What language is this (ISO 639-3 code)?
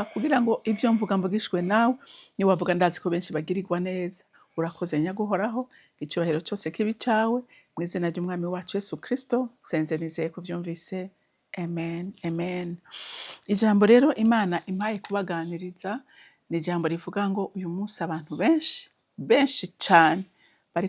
run